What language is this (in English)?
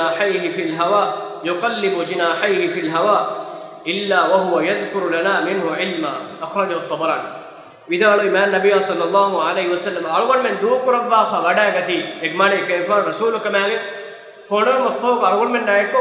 Divehi